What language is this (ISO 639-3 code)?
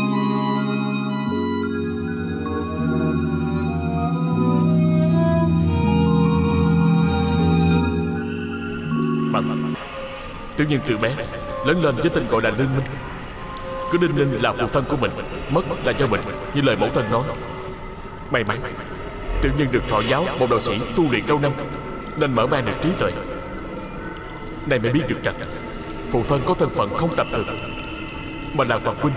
vie